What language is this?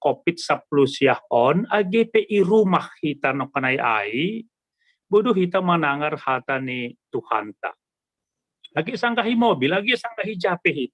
Batak Simalungun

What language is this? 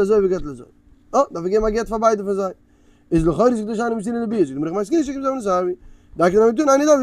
Yiddish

